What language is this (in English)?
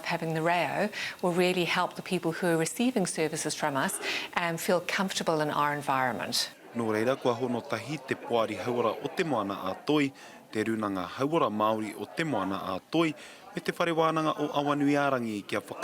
Māori